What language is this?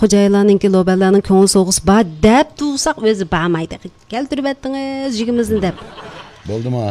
Uyghur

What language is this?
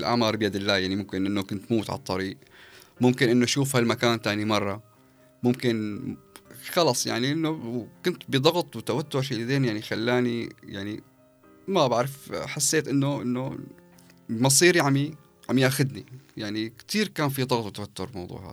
North Levantine Arabic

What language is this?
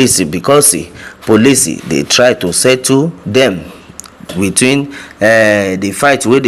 Nigerian Pidgin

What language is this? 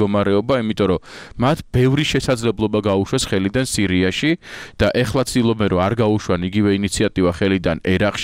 Georgian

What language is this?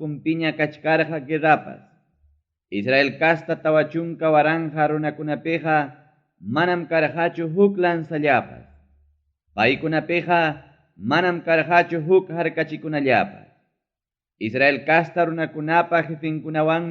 Ayacucho Quechua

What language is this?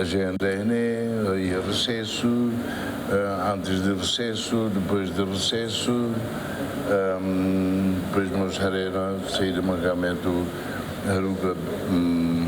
Tetum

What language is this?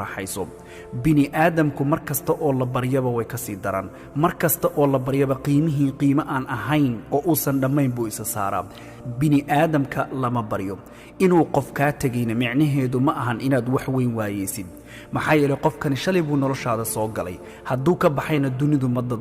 Somali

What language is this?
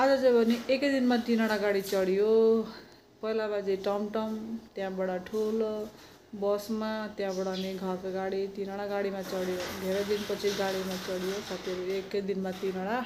Nepali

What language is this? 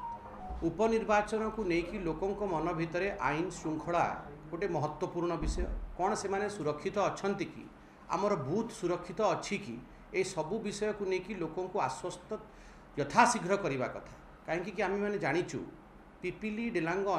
Odia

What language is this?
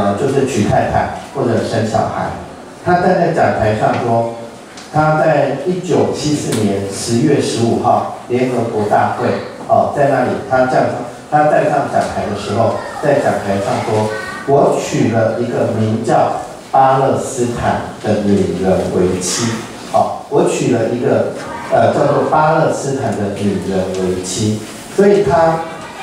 Chinese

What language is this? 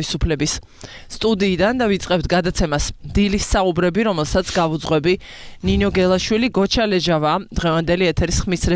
Georgian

